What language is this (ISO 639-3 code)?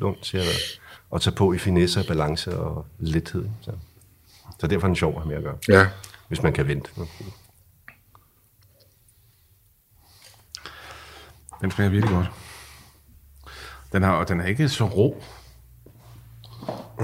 dan